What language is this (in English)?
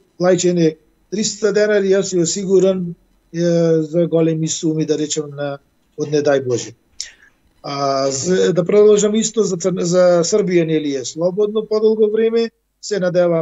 Macedonian